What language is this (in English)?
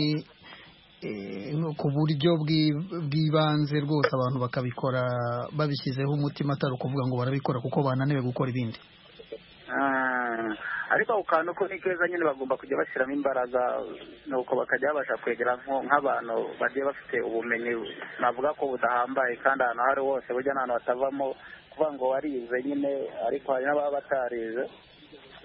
Kinyarwanda